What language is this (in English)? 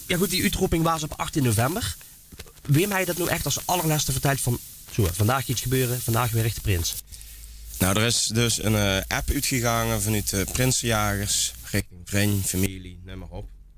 Limburgish